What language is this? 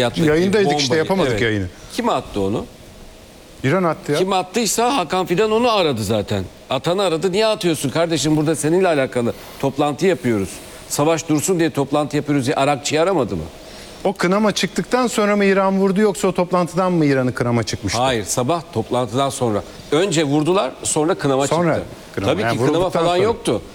Turkish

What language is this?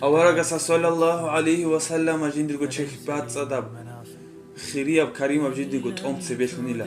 Avaric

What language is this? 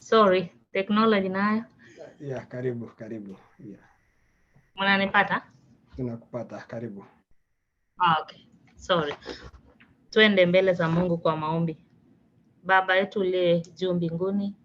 Kalenjin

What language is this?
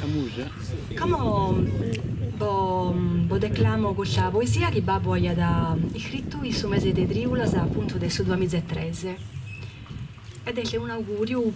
Sardinian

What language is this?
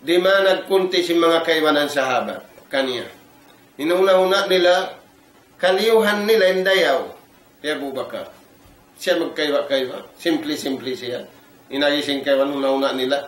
Tausug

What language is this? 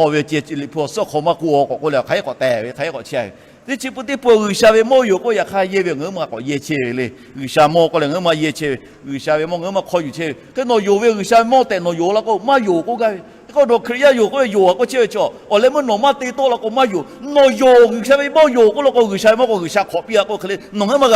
Lahu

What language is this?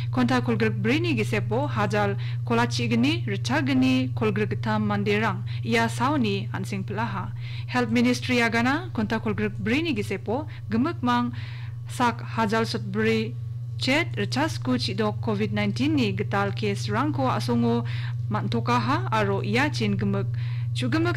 Garo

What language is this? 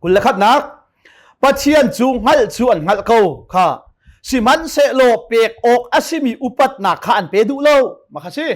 Hakha Chin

